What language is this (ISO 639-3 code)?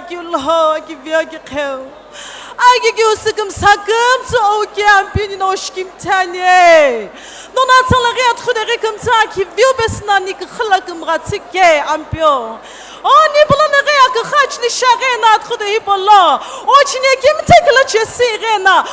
nsm